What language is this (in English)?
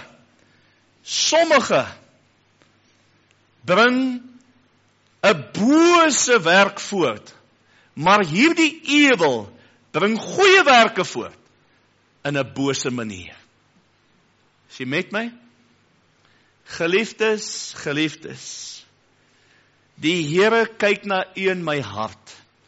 Afrikaans